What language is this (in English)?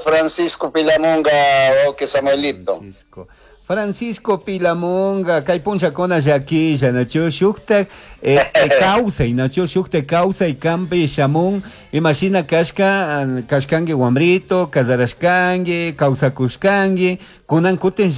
Chimborazo Highland Quichua